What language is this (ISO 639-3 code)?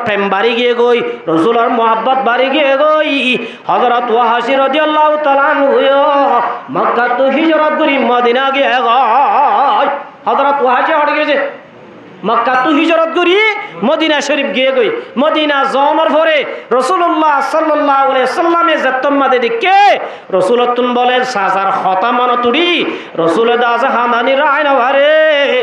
rhg